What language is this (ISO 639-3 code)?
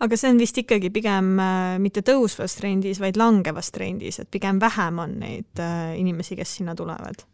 est